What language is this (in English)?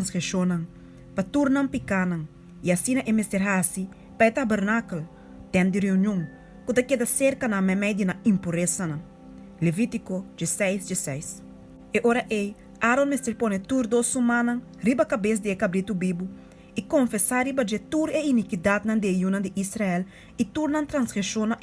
Papiamento